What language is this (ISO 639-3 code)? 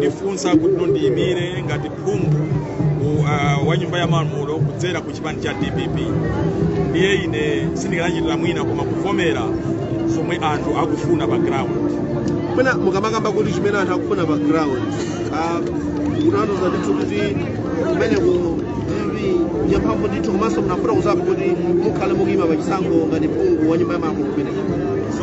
nya